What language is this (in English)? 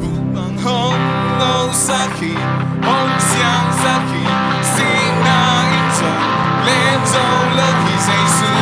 Tedim Chin